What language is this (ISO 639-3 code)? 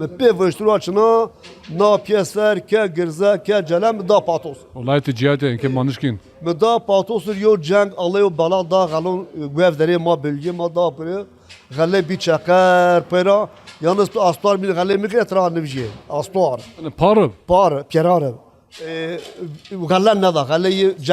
zza